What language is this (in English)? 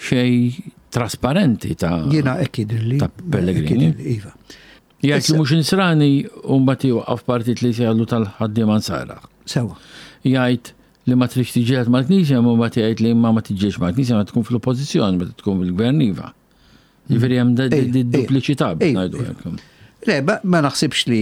Maltese